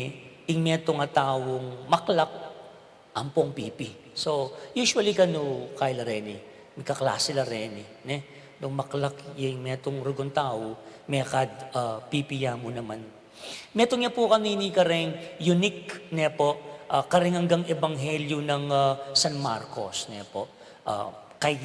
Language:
Pampanga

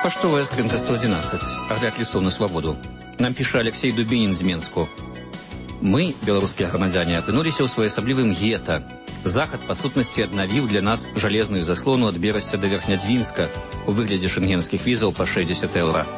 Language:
Belarusian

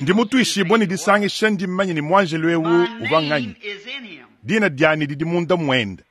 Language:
Luba-Lulua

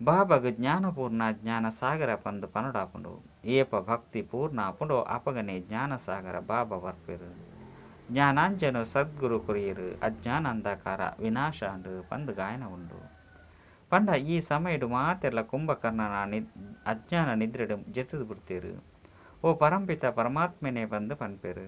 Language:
Tulu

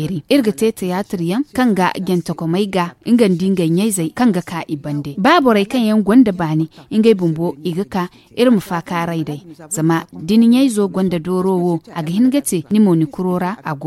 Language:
Zarma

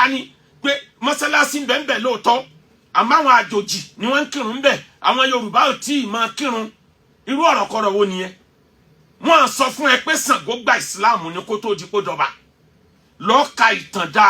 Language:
Yoruba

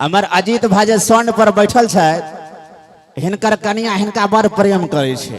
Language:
Maithili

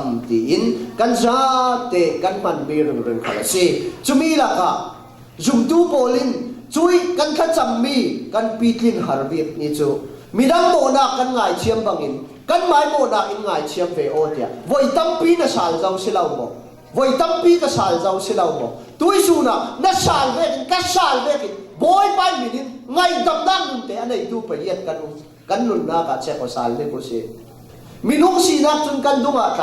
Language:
Falam Chin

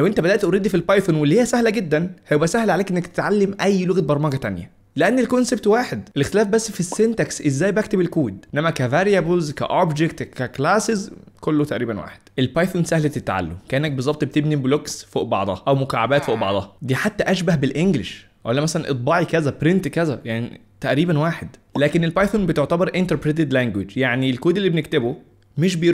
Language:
Egyptian Arabic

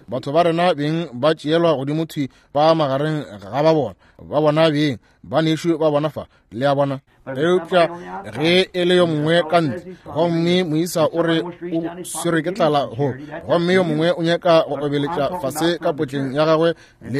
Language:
Northern Sotho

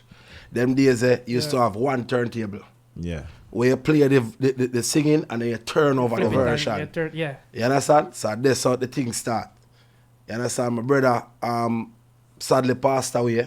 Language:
Jamaican Creole English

